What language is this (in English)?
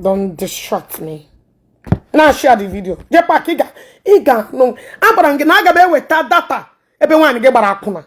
Igbo